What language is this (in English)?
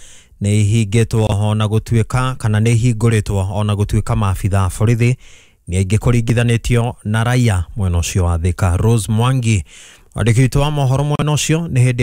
Kikuyu